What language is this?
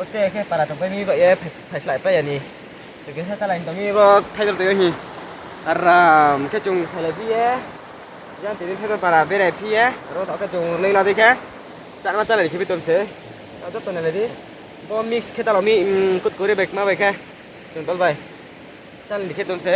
Riang (India)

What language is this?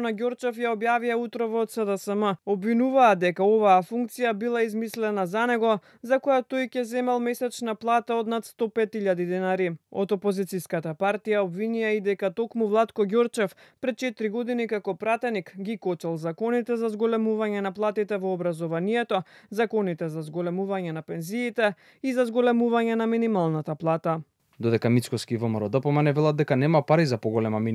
Macedonian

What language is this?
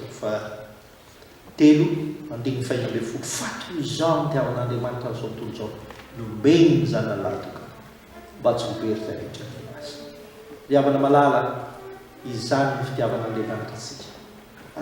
Malagasy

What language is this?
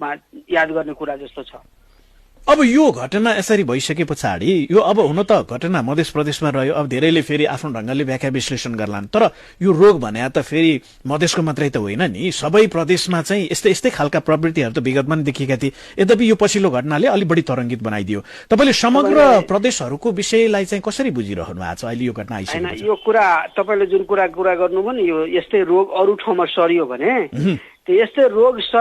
Nepali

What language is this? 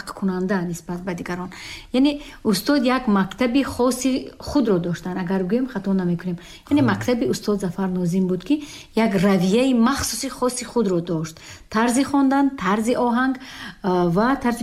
Tajik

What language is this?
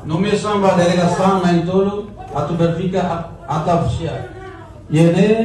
Tetum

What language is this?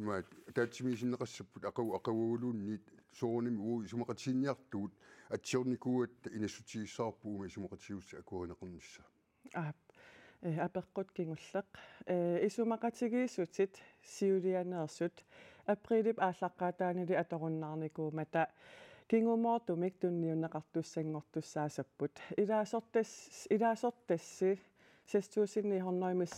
Kalaallisut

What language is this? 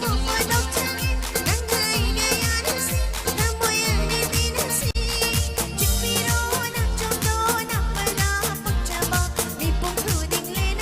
Manipuri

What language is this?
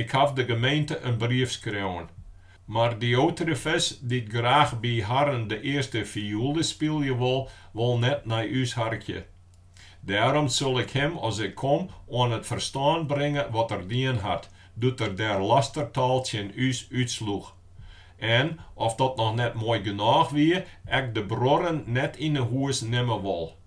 Western Frisian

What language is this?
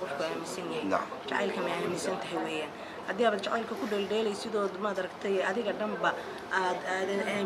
Somali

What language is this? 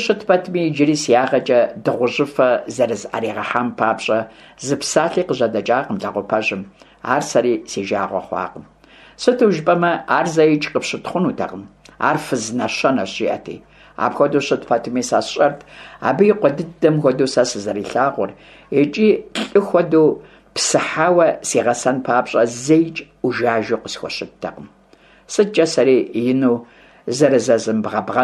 Kabardian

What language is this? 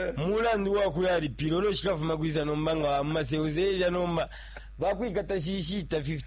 Bemba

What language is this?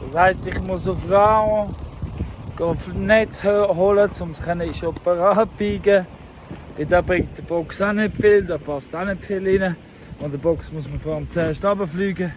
Swiss German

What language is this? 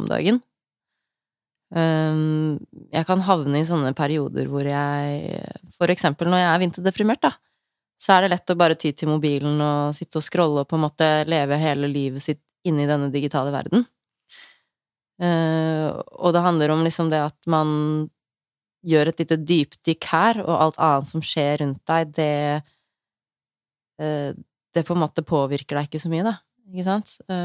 Norwegian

